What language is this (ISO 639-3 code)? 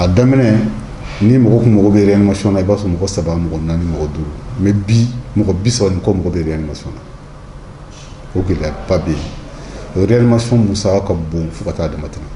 bam